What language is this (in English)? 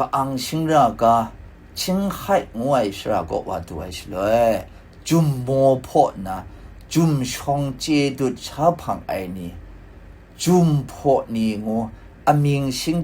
Kachin